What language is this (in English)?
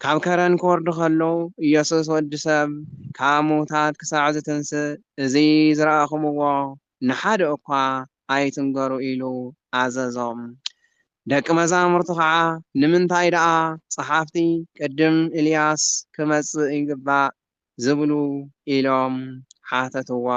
Tigrinya